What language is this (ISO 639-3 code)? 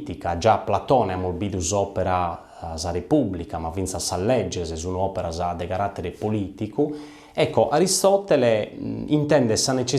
srd